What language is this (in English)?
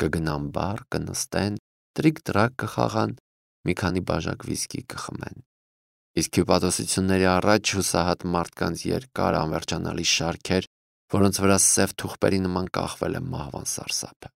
Armenian